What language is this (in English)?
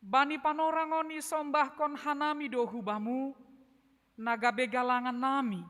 Batak Simalungun